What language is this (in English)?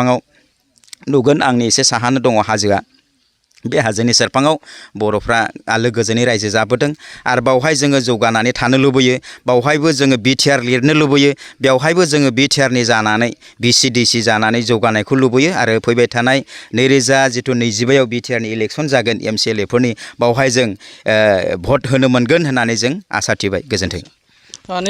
Bodo